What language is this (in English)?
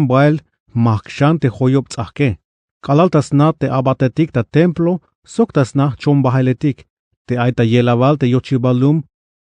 Tzeltal